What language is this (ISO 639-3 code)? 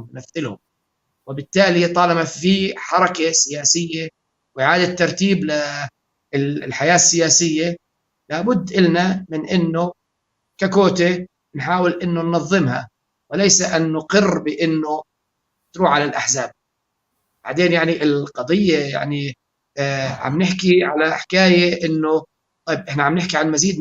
apc